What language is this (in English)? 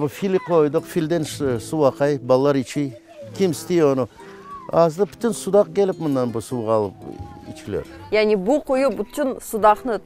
Crimean Tatar